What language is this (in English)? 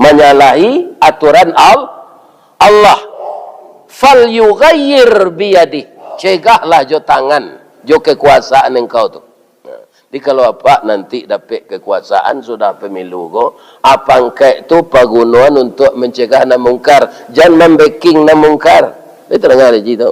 Minangkabau